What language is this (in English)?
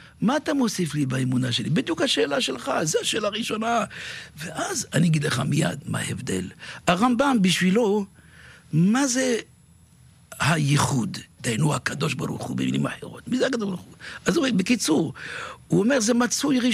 Hebrew